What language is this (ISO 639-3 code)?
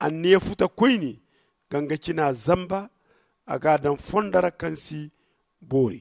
dje